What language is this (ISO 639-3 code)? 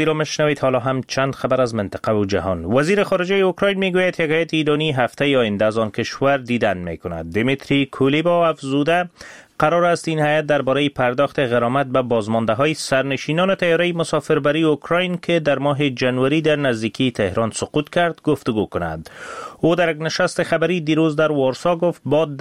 fas